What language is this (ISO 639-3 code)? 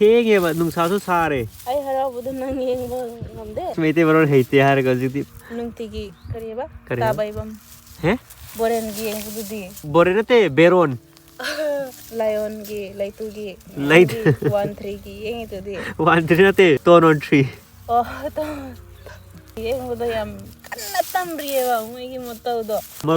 mni